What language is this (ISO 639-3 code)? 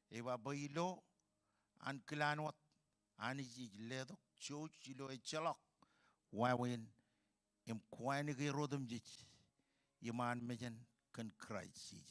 mah